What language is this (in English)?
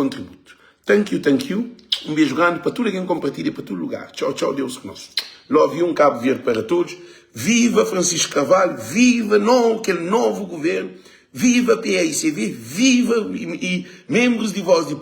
Kabuverdianu